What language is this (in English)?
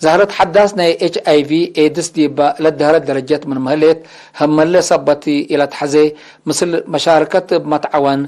Tigre